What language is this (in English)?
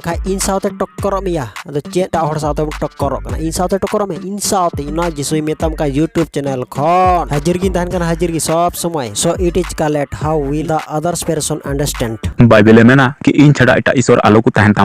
Santali